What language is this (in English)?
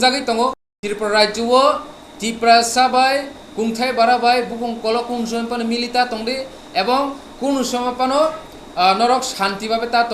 Kok Borok